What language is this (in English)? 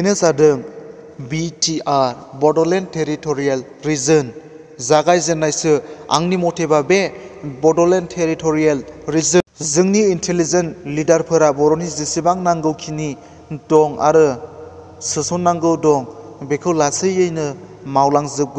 Bodo